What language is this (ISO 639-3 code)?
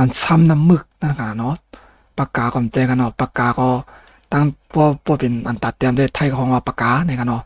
shn